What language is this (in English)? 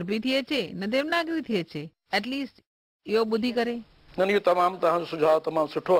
Sindhi